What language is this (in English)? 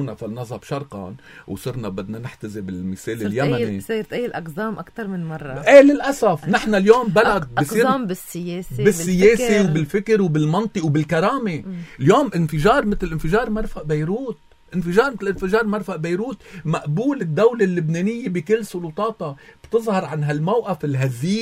North Levantine Arabic